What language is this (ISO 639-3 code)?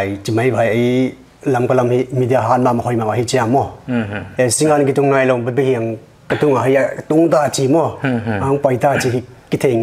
pck